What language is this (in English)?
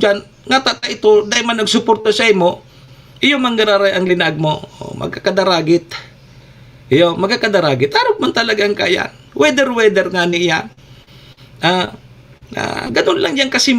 Bikol